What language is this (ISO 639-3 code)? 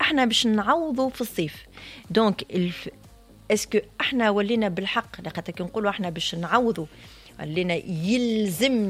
aeb